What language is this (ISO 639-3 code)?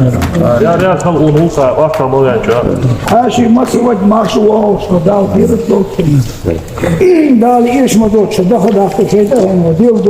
inh